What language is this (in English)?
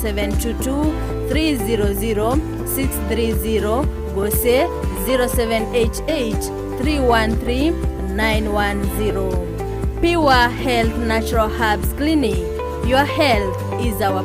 Gusii